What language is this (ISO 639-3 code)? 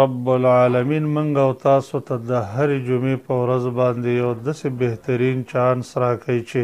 pus